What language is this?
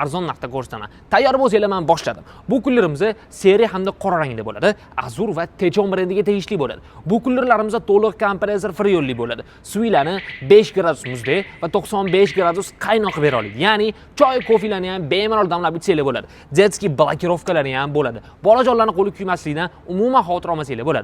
Uzbek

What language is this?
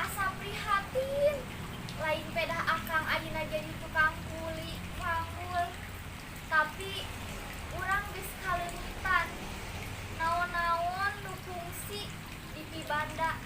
Sundanese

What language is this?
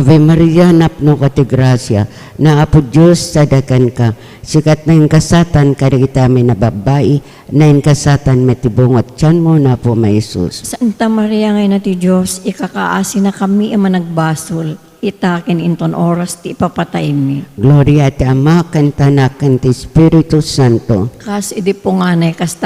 Iloko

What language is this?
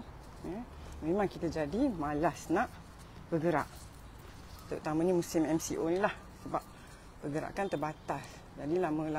Malay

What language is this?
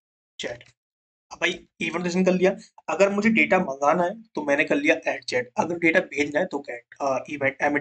Hindi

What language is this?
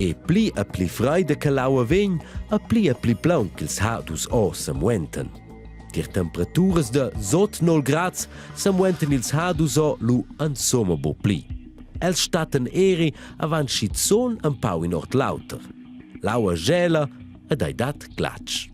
Romansh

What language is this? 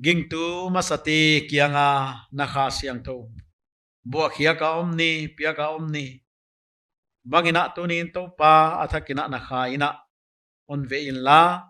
Paite Chin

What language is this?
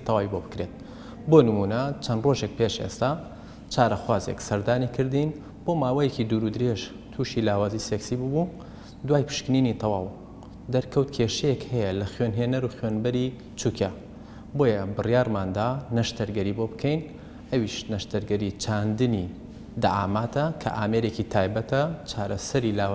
Central Kurdish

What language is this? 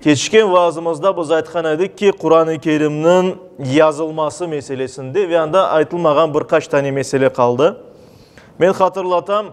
Crimean Tatar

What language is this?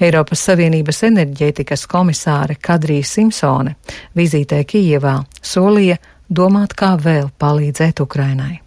Latvian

